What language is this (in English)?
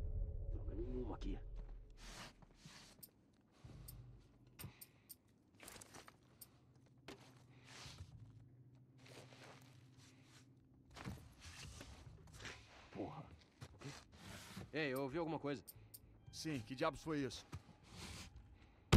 Portuguese